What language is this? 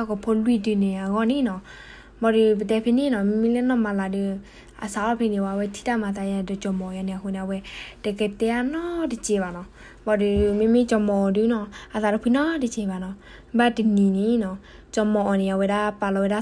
S'gaw Karen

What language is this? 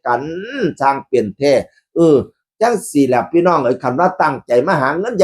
Northeastern Thai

